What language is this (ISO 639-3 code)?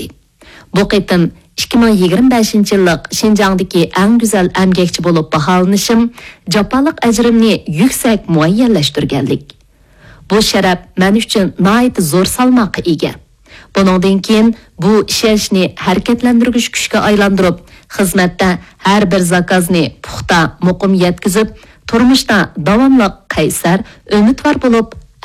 uig